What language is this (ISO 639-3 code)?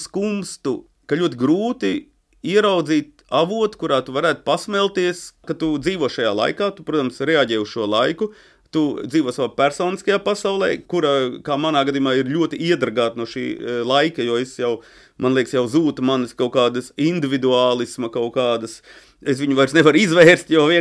lav